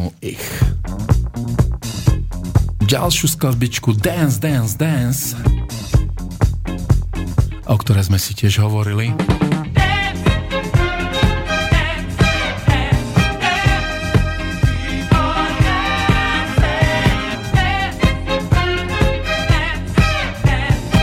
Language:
Slovak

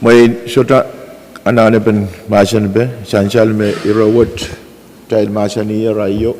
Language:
Pohnpeian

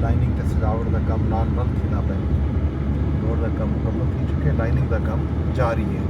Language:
Saraiki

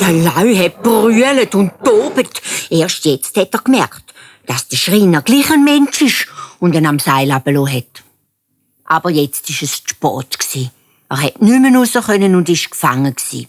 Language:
Swiss German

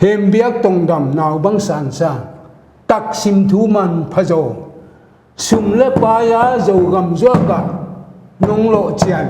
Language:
Paite Chin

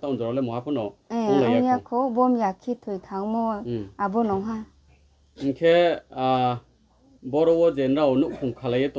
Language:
Riang (India)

